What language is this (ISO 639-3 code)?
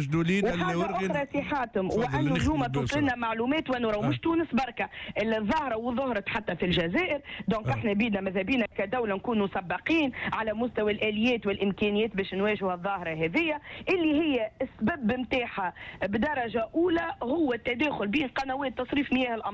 aeb